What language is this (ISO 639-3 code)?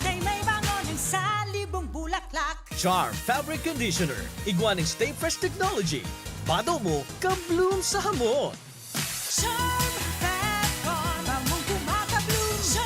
bik